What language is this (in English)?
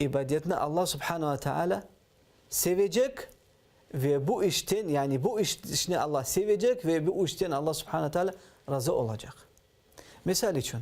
Crimean Tatar